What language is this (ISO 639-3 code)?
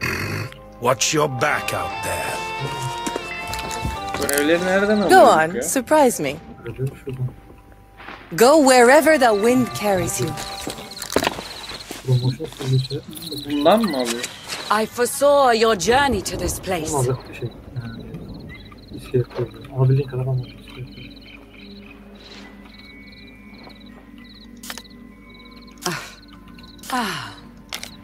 tur